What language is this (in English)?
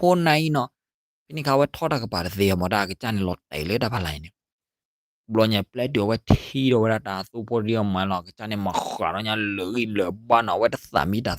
S'gaw Karen